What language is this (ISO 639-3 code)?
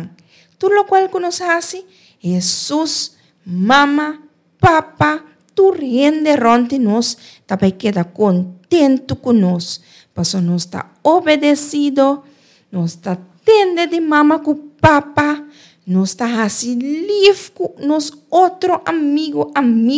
pap